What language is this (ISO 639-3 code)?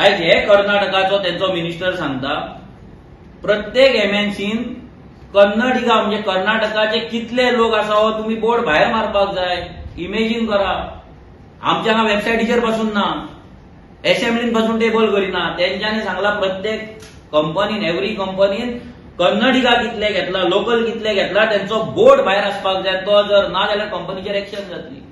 kok